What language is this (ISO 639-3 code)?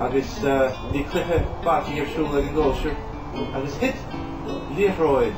gle